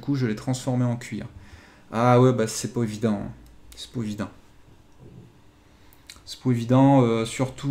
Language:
French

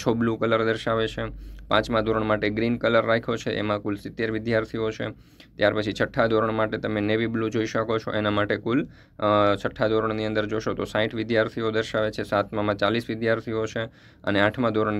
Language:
Gujarati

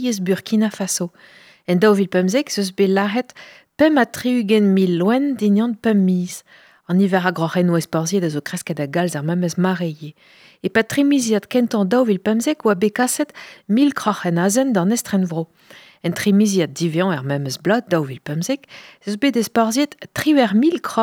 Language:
Breton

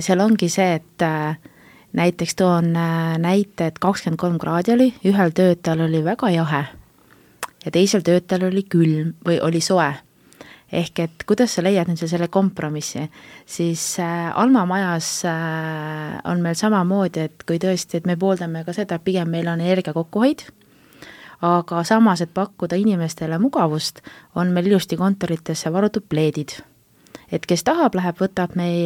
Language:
Estonian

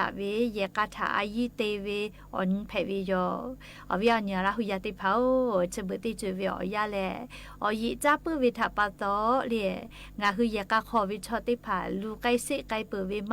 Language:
Lahu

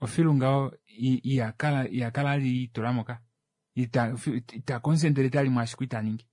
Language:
Kuanyama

